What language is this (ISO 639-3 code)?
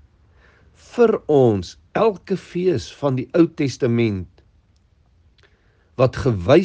afr